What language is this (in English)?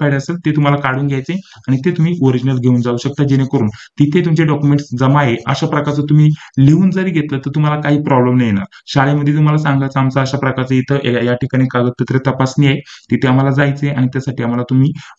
Marathi